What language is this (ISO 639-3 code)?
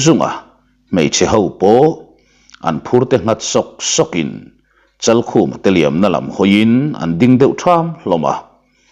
lus